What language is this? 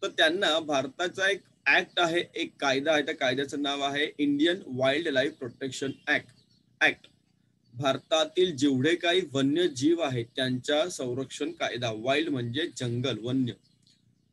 Marathi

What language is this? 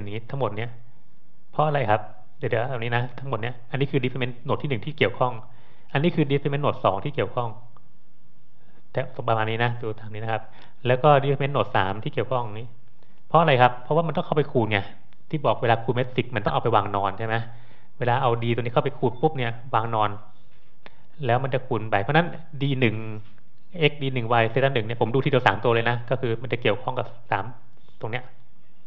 Thai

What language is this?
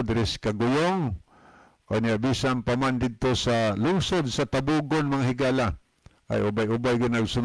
Cebuano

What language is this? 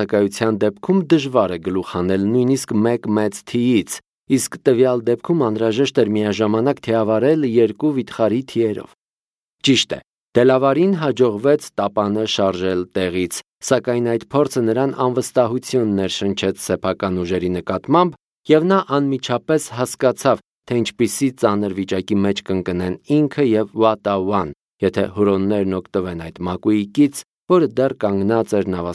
Armenian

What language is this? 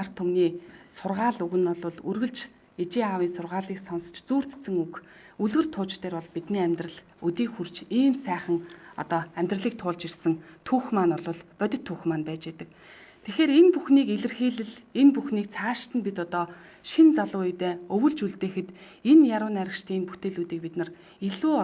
Mongolian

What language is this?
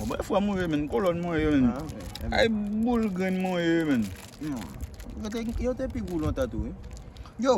Haitian Creole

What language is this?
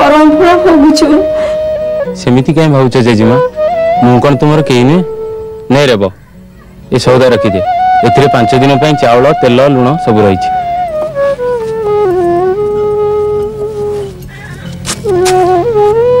Odia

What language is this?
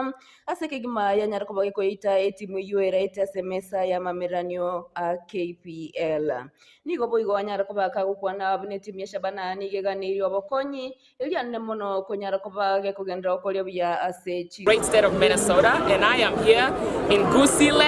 Gusii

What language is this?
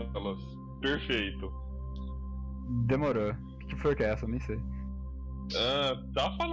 Portuguese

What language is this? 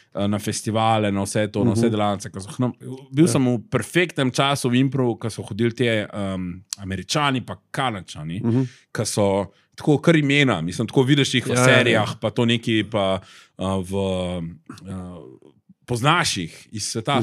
Slovenian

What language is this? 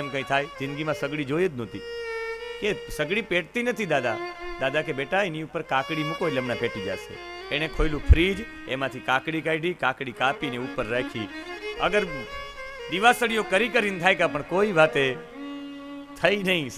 Gujarati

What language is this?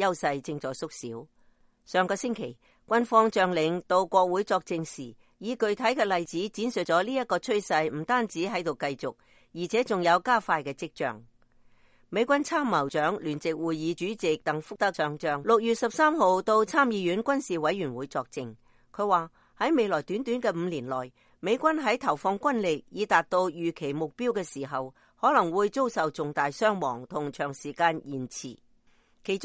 Cantonese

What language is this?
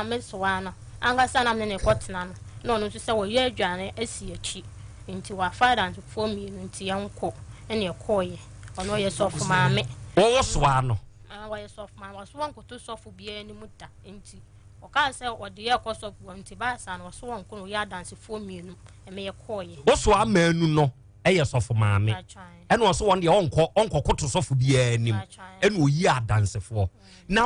Akan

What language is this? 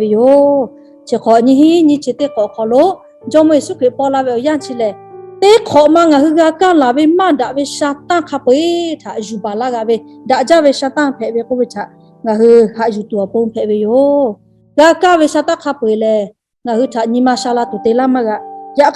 Lahu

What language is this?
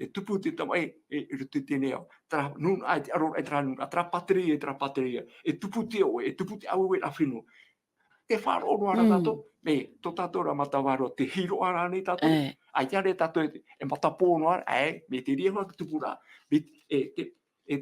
Tahitian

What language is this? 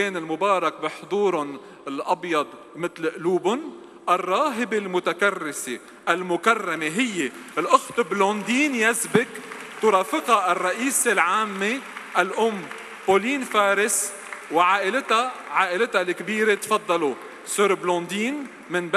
North Levantine Arabic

